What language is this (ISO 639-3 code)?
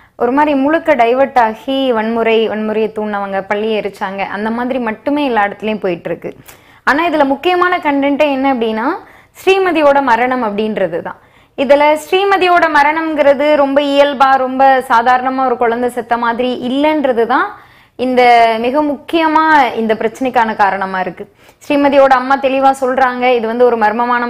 tam